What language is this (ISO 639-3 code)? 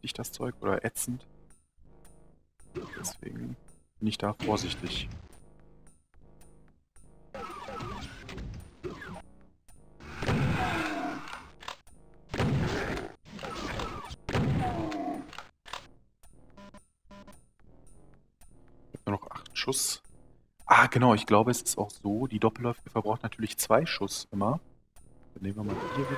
deu